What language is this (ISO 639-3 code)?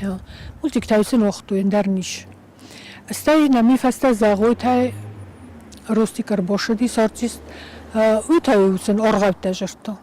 oss